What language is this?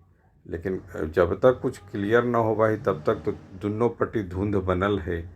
Magahi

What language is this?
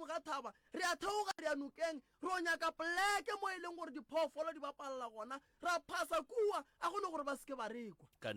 Northern Sotho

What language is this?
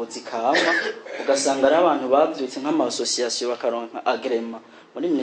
Rundi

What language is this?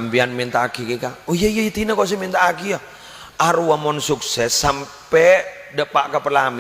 Madurese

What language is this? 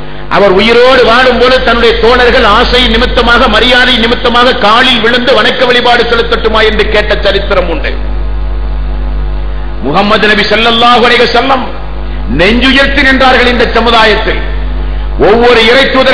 Tamil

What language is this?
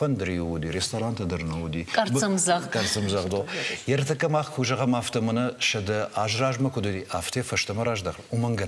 Ossetic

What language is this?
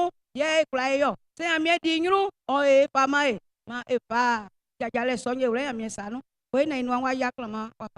Baoulé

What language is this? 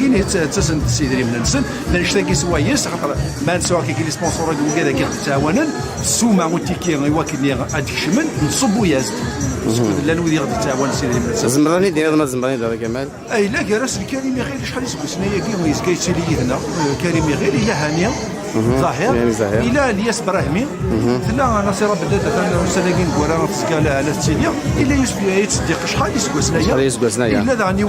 Kabyle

